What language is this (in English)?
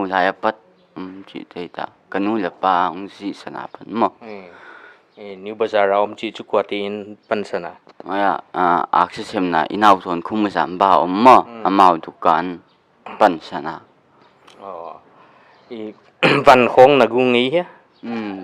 Paite Chin